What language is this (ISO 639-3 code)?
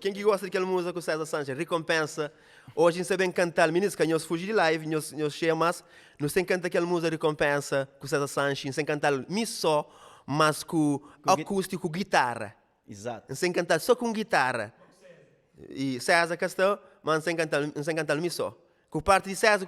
kea